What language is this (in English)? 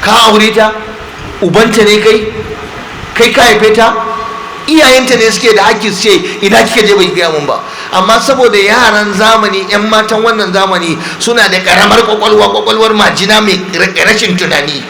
Hausa